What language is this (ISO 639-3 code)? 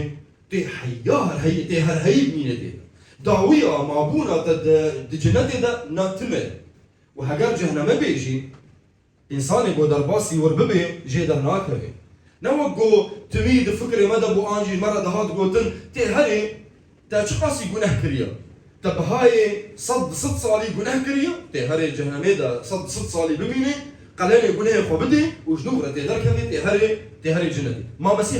kur